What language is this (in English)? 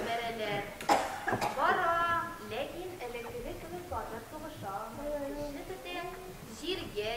Tatar